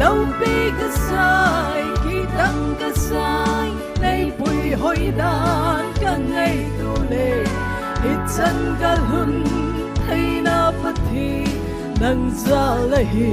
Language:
Tangkhul Naga (India)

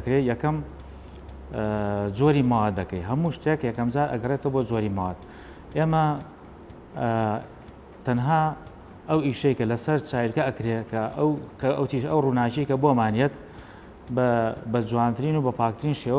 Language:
Central Kurdish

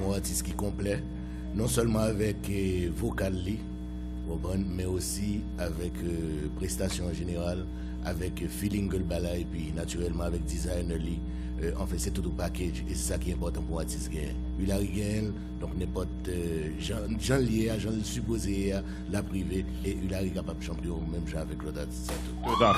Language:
Haitian Creole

